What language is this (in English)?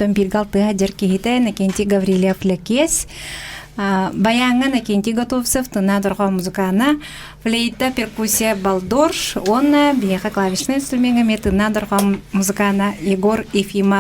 Yakut